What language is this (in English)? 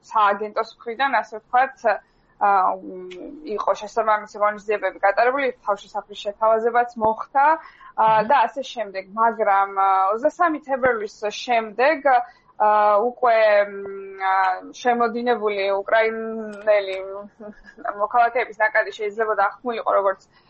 Georgian